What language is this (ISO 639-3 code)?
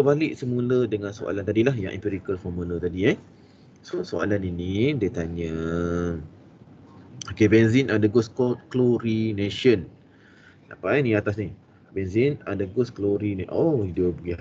msa